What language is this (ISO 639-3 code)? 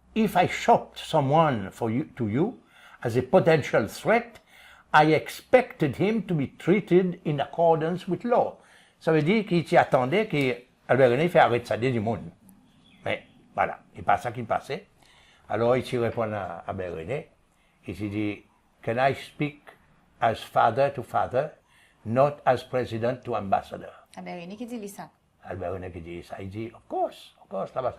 crs